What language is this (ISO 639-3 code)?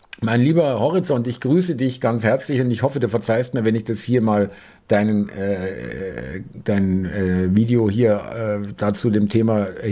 deu